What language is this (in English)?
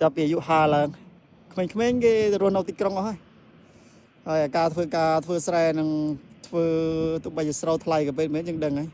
Khmer